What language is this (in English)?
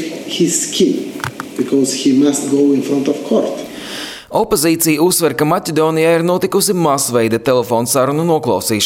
Latvian